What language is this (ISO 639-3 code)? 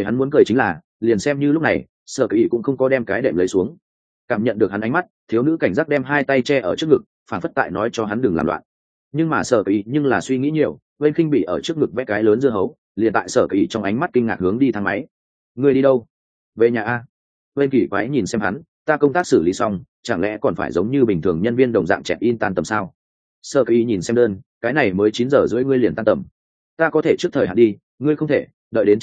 vie